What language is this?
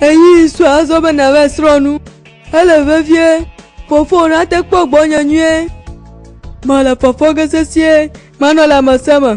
Gen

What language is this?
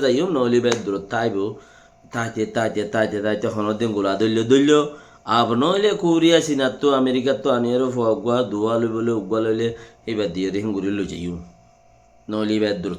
Rohingya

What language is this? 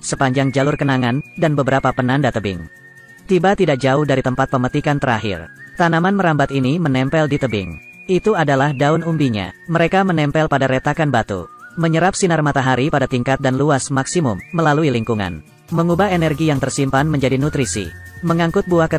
Indonesian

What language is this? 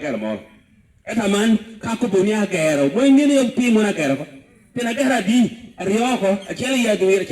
Lango (Uganda)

